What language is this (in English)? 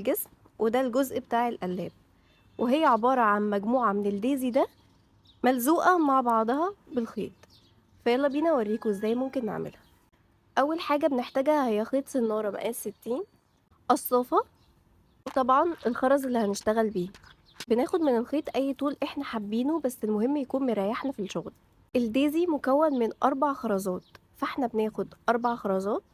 Egyptian Arabic